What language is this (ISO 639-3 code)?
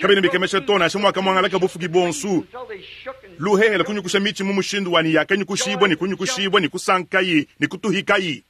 lua